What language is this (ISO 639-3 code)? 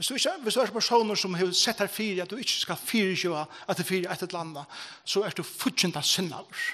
fao